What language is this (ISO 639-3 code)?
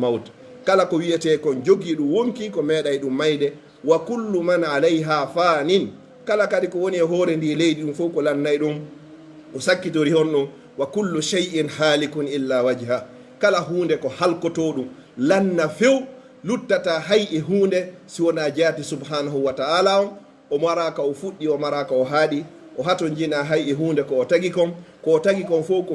fuf